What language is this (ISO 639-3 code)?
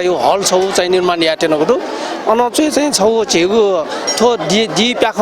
new